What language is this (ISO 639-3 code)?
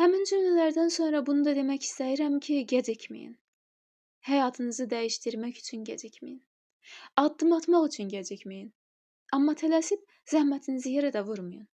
aze